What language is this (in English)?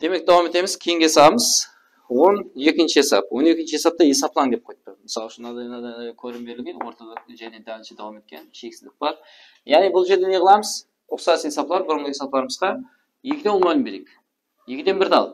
Kara-Kalpak